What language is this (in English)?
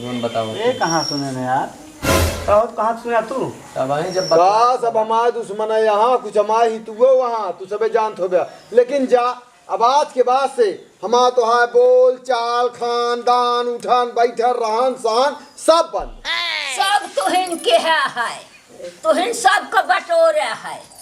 Awadhi